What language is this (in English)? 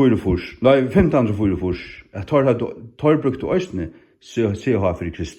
Faroese